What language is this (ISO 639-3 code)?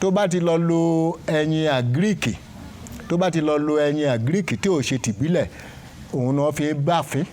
yor